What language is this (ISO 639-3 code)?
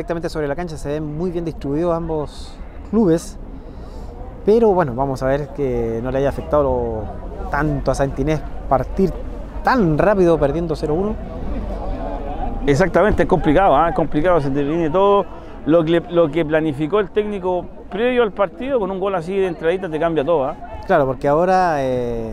spa